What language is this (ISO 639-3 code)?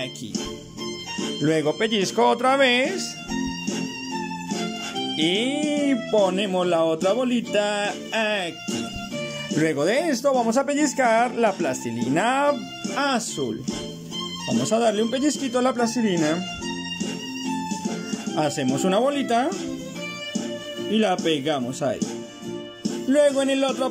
spa